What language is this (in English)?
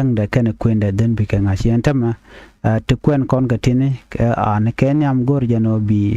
Nuer